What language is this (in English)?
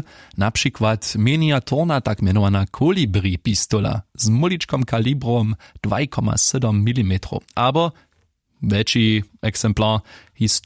Upper Sorbian